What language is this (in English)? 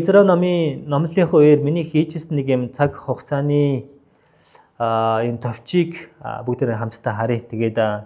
Mongolian